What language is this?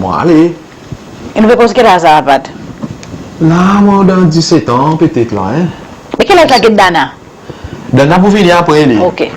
Seselwa Creole French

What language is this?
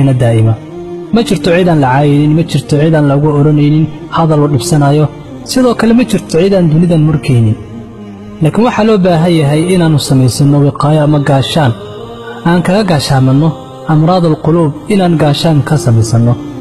Somali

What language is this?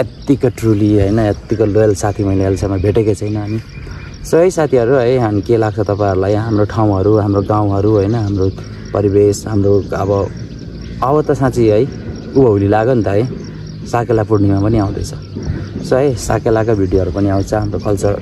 Nepali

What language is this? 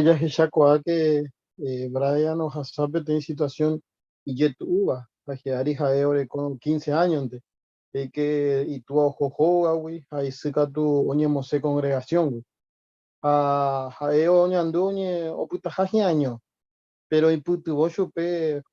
Guarani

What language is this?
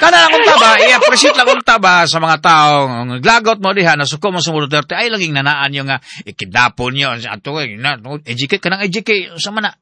Cebuano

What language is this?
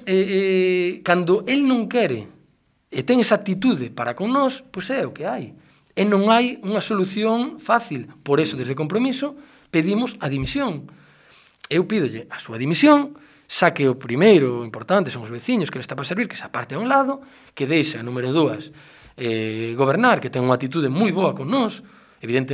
Galician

